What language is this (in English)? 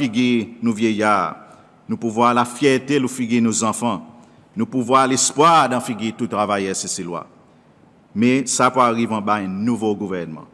Seselwa Creole French